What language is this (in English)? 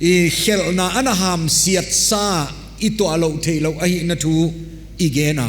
Paite Chin